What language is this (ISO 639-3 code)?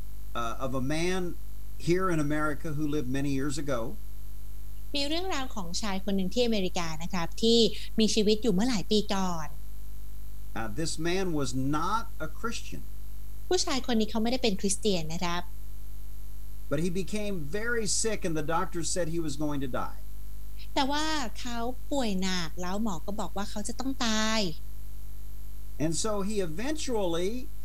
tha